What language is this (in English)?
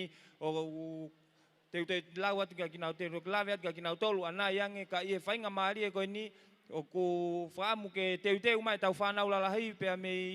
Tongan